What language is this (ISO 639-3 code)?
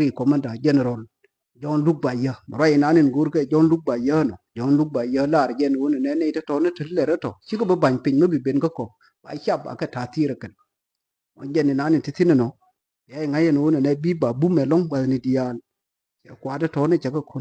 nus